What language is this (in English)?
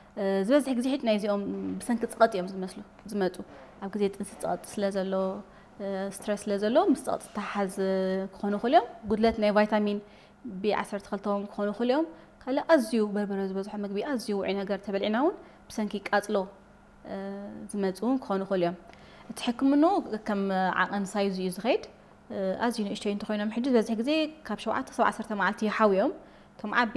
Tigrinya